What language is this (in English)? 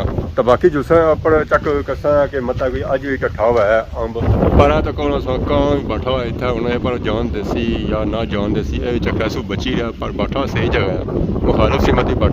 Pahari-Potwari